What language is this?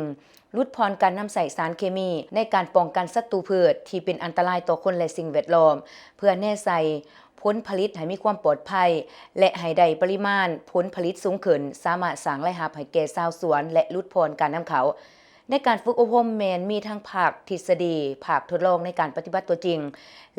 Lao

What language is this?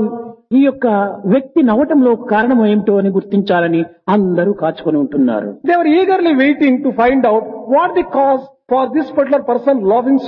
Telugu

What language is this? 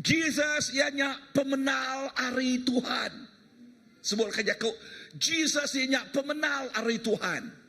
Iban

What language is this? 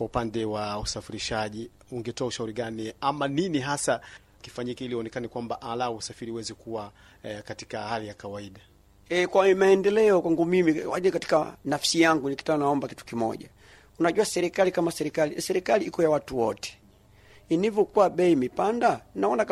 Swahili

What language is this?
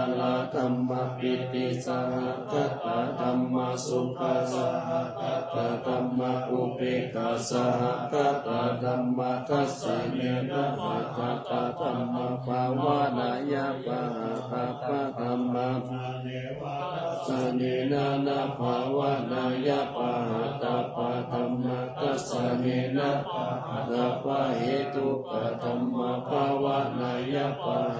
Pali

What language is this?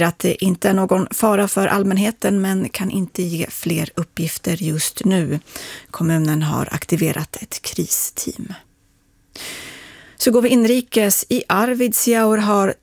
Swedish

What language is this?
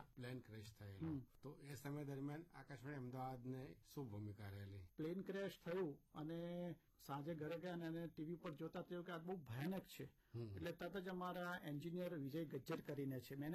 Gujarati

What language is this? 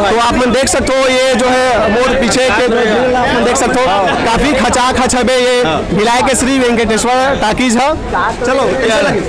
Chhattisgarhi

